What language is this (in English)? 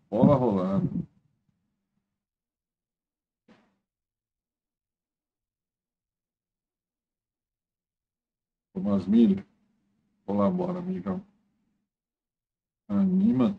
Portuguese